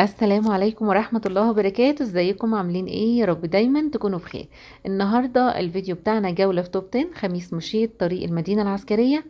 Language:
Egyptian Arabic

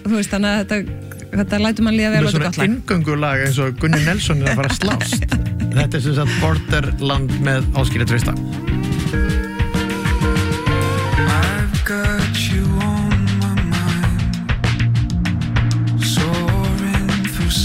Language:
Icelandic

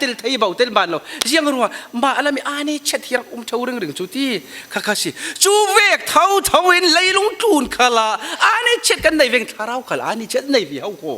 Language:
Falam Chin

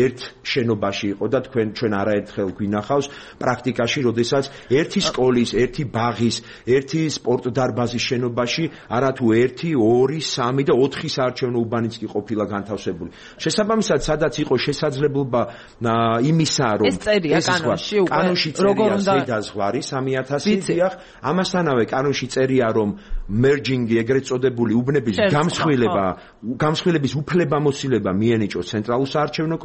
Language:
Georgian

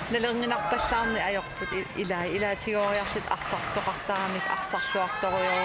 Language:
Kalaallisut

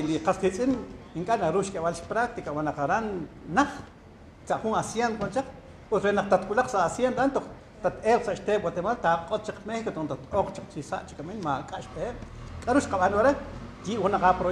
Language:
Kekchí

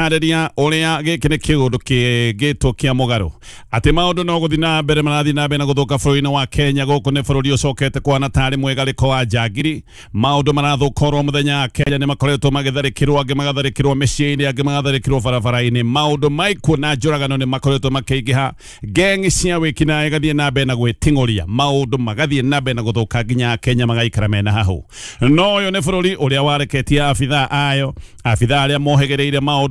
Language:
Kikuyu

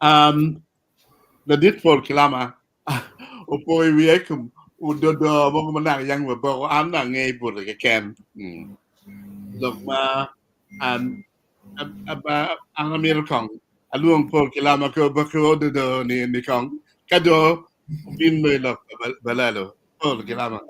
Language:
Acoli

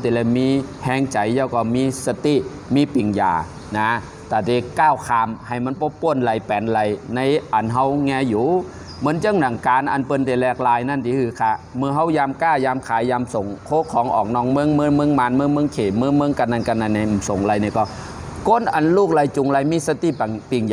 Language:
Shan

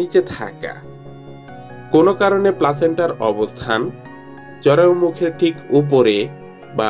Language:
Bangla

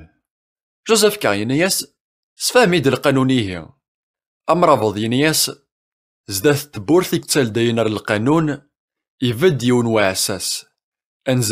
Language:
Kabyle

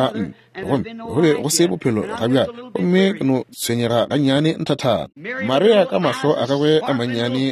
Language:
Northern Sotho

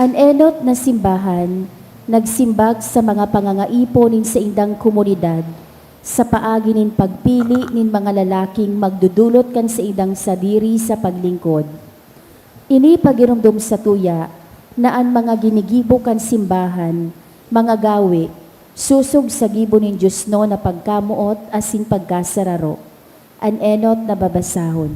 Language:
Bikol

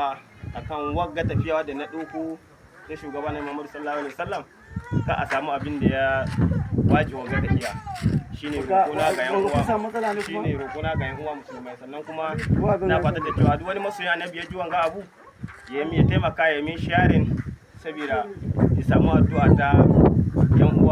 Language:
Hausa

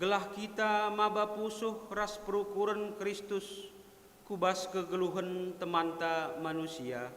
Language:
Batak Karo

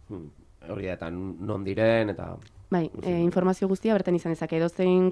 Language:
Basque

